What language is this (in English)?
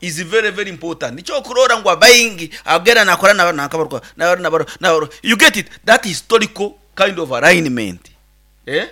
Nyankole